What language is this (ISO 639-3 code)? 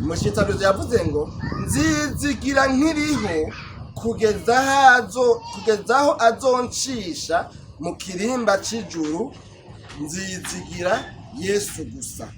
run